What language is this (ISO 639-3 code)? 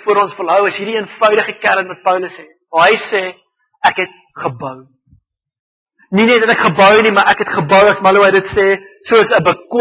afr